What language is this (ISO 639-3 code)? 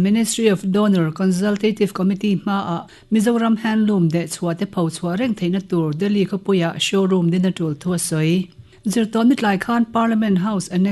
lus